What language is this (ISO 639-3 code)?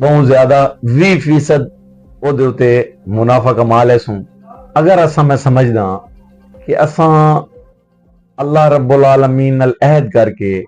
skr